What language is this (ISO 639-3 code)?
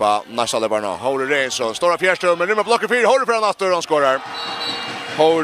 fao